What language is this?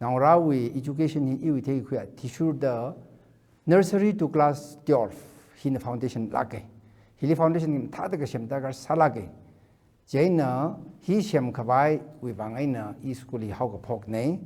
Tangkhul Naga (India)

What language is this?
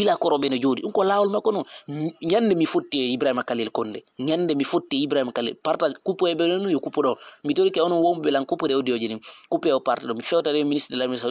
Fula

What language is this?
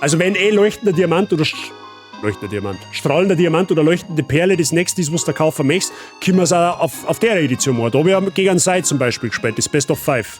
Bavarian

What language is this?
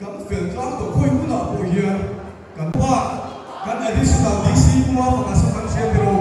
Mizo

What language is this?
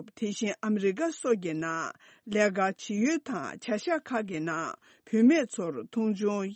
Tibetan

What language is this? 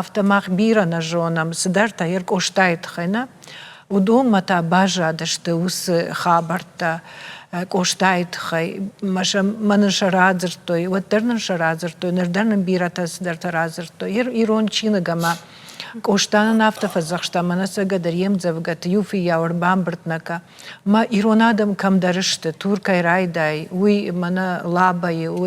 Ossetic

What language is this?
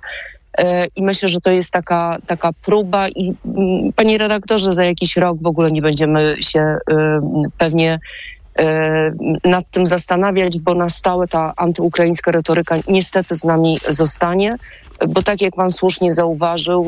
Polish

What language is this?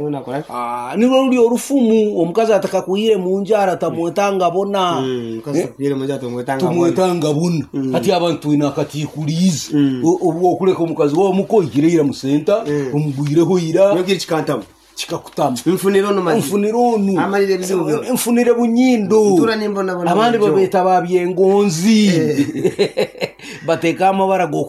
Nyoro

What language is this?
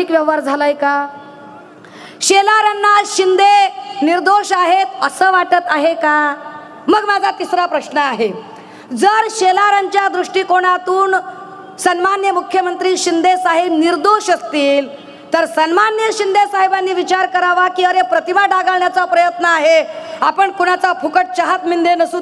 Marathi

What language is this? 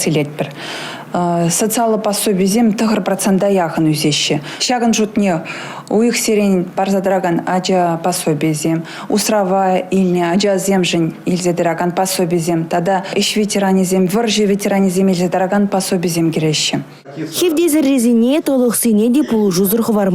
Chuvash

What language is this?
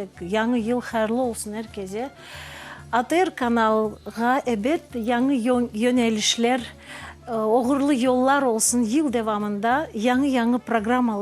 Crimean Tatar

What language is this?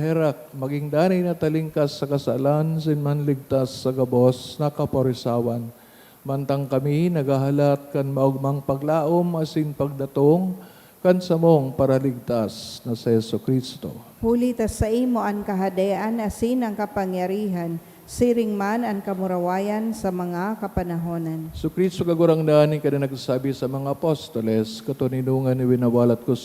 Bikol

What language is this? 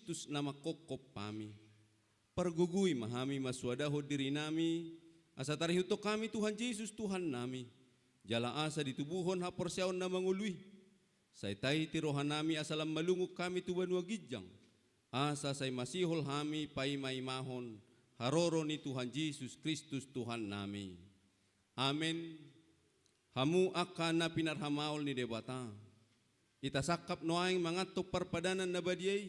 Batak Toba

